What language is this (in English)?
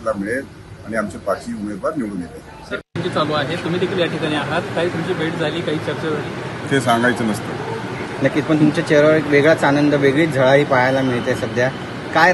Marathi